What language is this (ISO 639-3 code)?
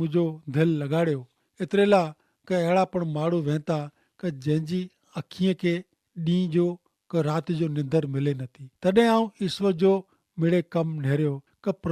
kfr